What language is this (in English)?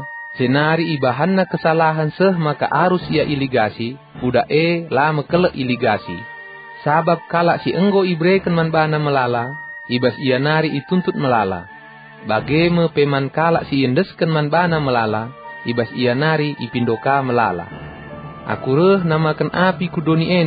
Batak Karo